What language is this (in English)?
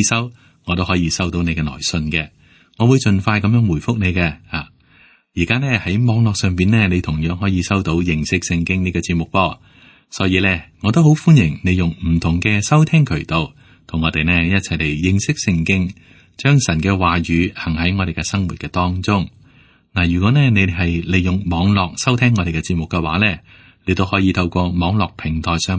Cantonese